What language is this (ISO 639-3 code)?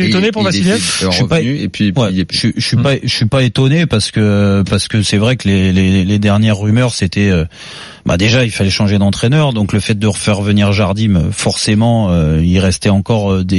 fra